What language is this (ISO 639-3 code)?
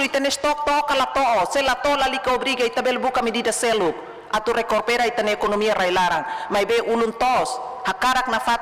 tet